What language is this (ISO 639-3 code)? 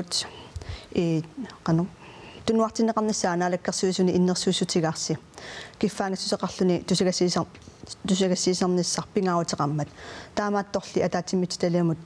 kal